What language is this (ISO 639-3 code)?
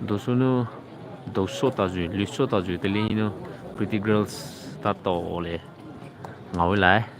pmx